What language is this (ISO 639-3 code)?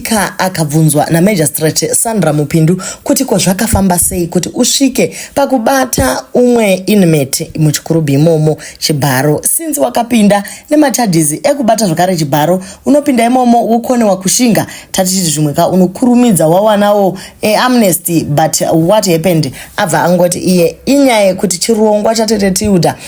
sna